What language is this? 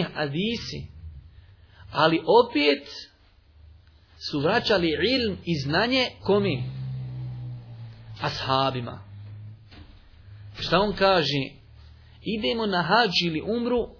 Bosnian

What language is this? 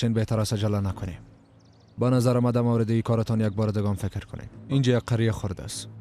Persian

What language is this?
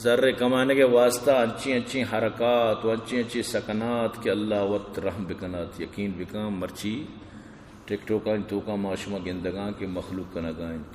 Eastern Balochi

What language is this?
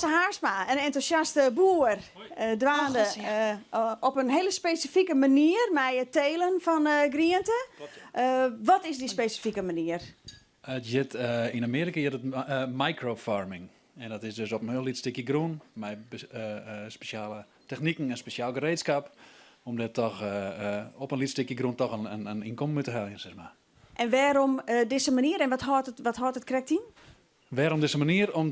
Western Frisian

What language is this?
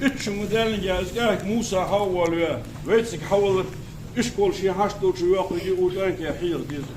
Ingush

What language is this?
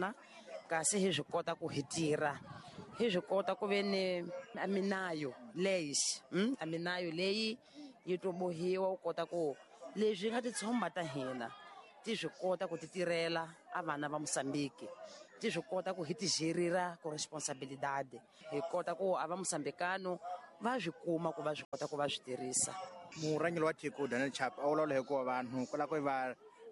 Tsonga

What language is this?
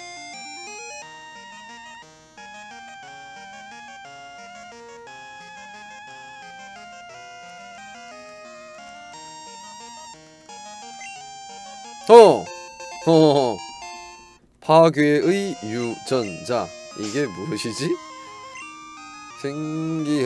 Korean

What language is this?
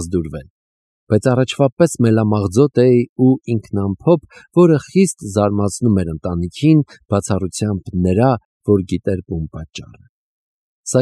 Armenian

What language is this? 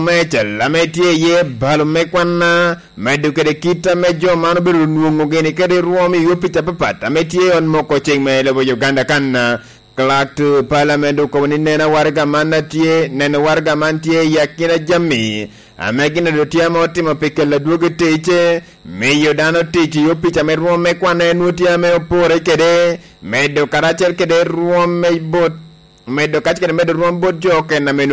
Lango (Uganda)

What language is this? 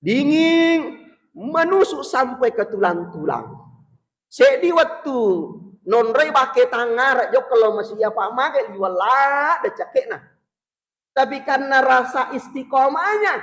Buginese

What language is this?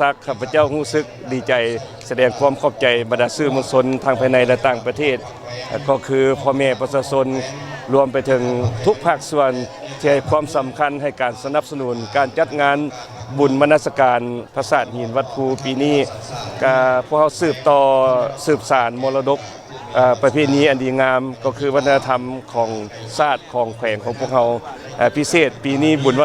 Lao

